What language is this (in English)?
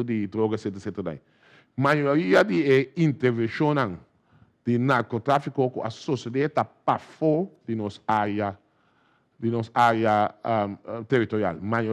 Papiamento